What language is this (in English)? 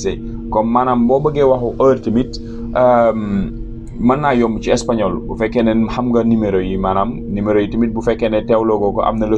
Wolof